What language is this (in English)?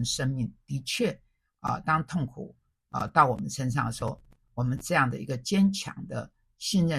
Chinese